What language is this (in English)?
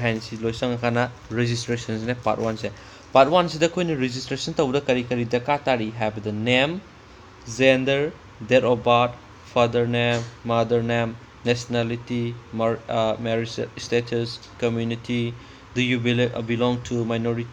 Manipuri